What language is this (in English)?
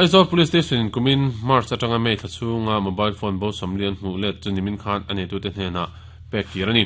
Mizo